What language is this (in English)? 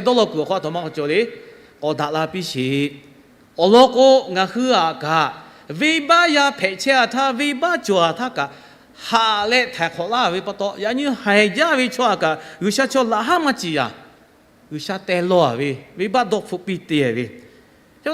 Lahu